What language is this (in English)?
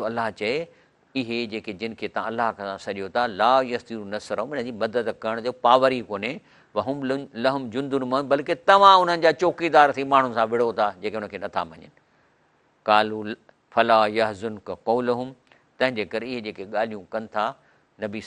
Sindhi